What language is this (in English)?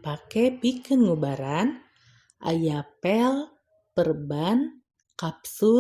Sundanese